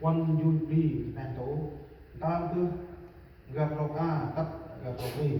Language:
Central Mnong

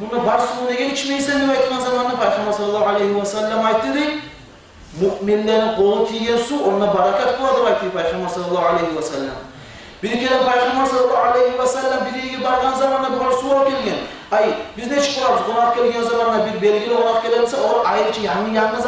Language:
Kumyk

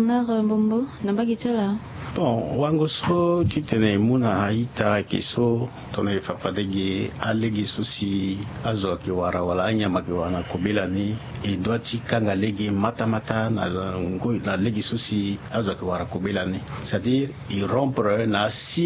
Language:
Sango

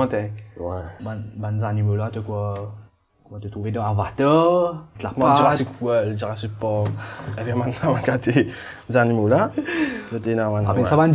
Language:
Morisyen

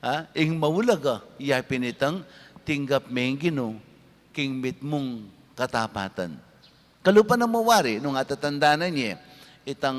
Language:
Pampanga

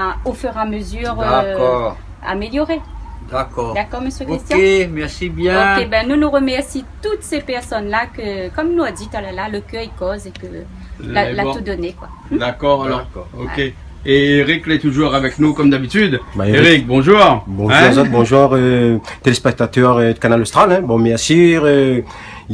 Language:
Réunion Creole French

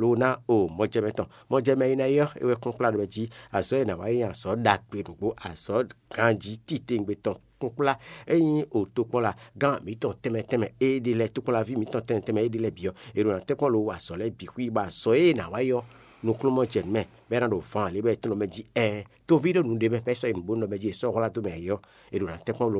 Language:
Fon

